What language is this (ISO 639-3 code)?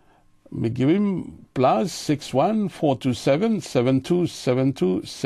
tpi